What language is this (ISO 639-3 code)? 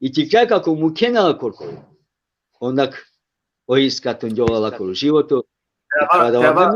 rmn